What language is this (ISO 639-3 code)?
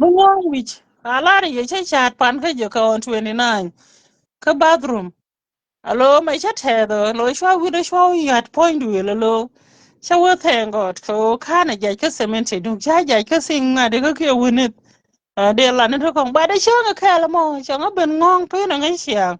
nus